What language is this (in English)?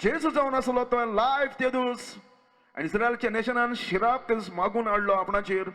Konkani